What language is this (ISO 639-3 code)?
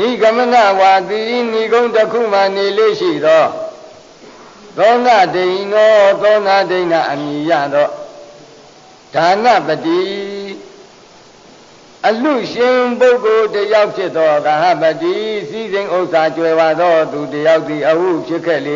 mya